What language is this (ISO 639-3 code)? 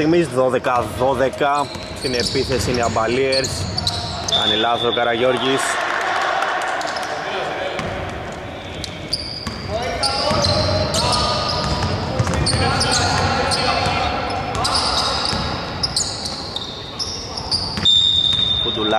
ell